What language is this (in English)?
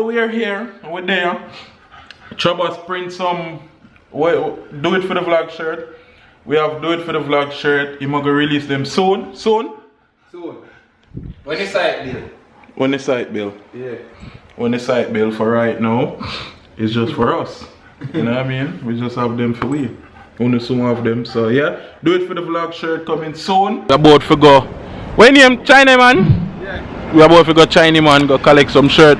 Jamaican Creole English